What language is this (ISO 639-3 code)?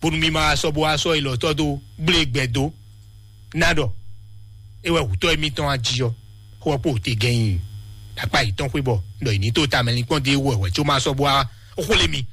fon